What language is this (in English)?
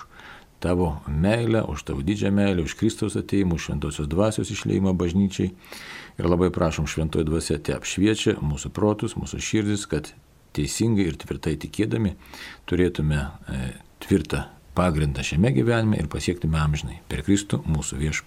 Lithuanian